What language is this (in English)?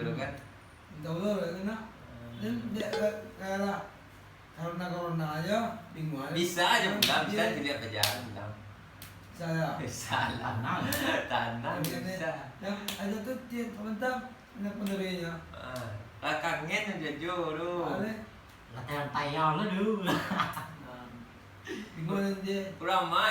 Minangkabau